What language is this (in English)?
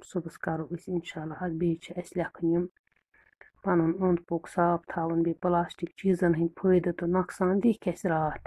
Kashmiri